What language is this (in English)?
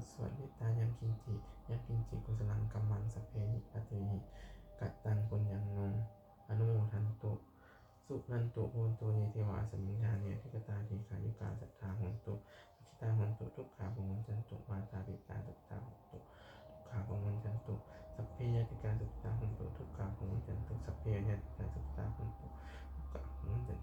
Pali